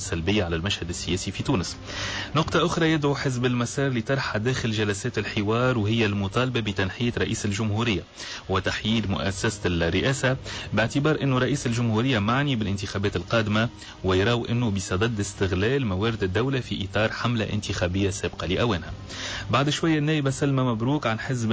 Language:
Tunisian Arabic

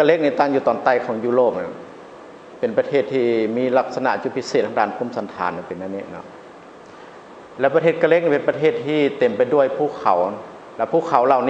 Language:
Lao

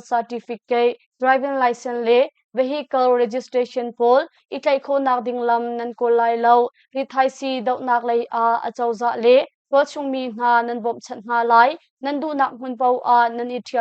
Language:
Hakha Chin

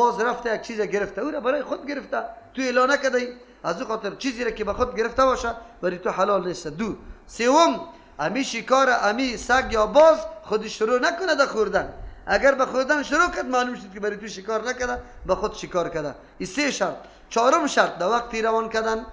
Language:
Persian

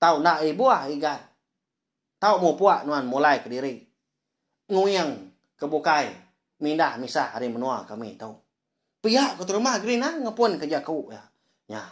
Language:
Iban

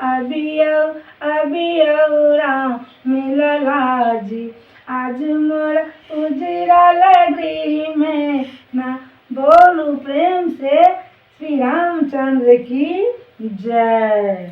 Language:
Maithili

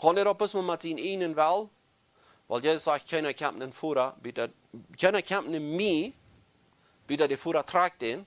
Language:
Plautdietsch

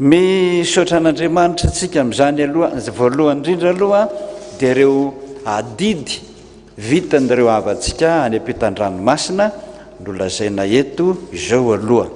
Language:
Malagasy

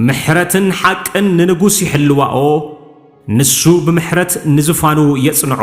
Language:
Tigrinya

